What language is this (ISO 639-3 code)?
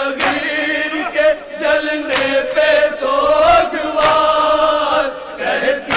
urd